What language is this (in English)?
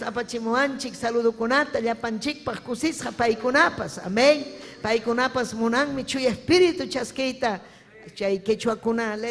Ayacucho Quechua